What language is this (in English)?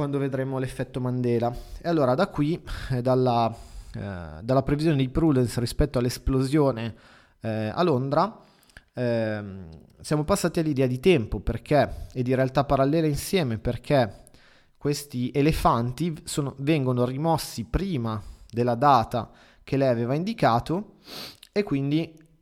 Italian